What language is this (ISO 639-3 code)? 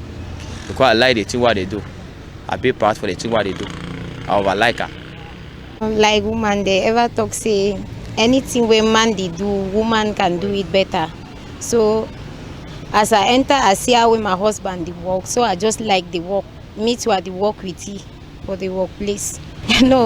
wes